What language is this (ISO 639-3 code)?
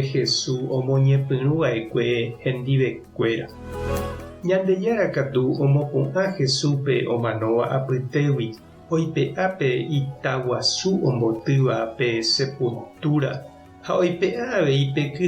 grn